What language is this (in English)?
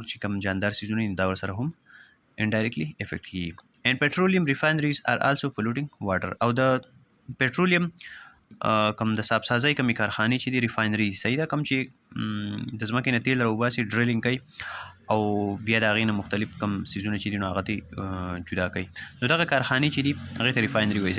Pashto